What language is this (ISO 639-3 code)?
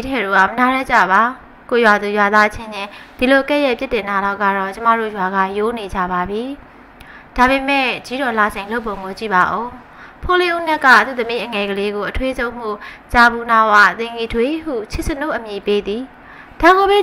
mya